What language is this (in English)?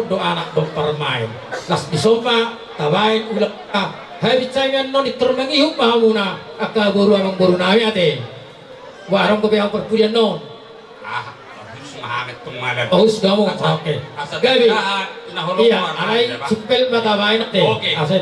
Batak Toba